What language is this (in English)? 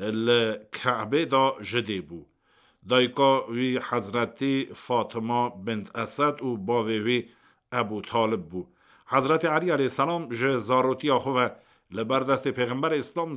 Kurdish